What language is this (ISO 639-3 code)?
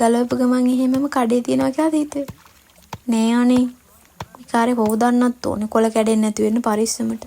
sin